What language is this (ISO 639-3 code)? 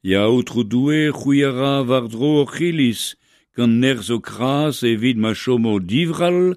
bre